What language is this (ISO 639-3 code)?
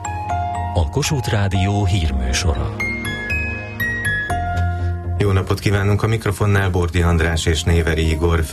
hun